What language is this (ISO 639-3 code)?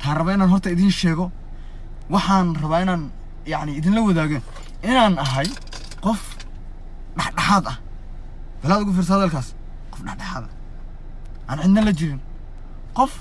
som